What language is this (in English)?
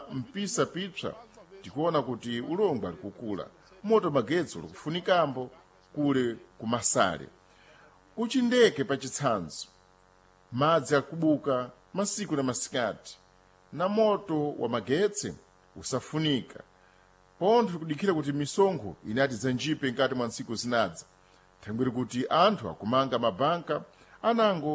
Sena